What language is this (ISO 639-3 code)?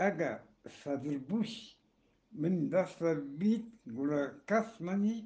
bgp